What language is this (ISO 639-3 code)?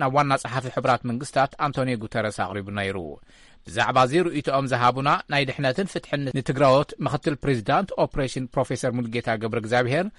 tir